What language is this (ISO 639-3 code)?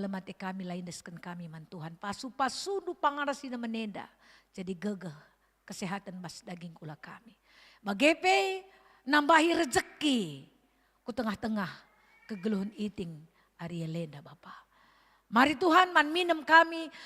btx